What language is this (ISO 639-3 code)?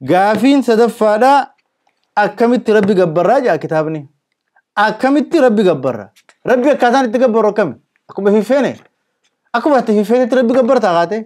orm